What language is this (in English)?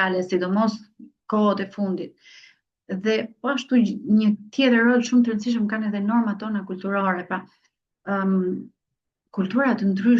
Albanian